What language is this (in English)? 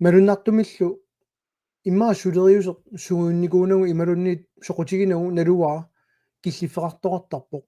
Kalaallisut